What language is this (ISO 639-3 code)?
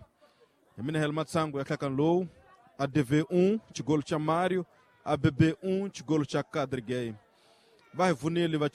tso